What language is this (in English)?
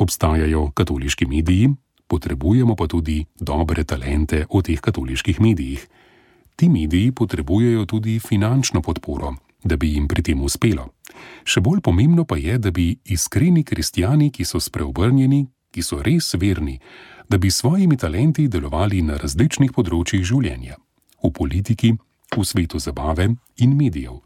Slovenian